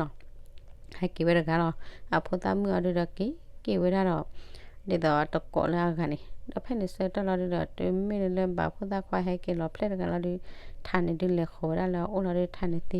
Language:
S'gaw Karen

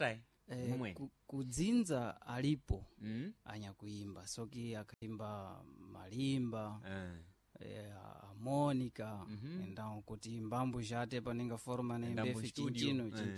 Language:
Sena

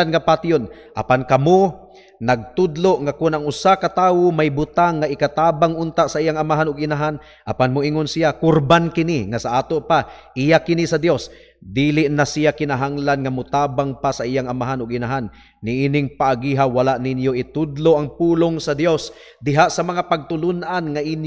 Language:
Cebuano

